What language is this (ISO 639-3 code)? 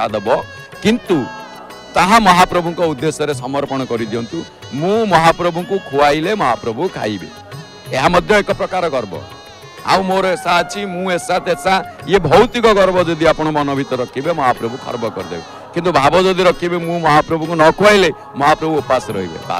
ori